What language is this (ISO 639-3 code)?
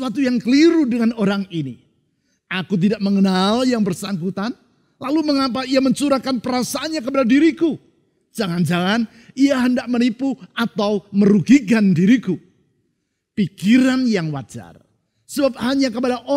ind